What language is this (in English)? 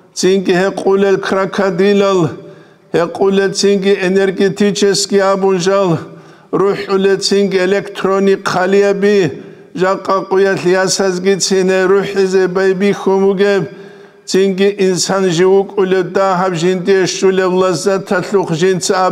Avaric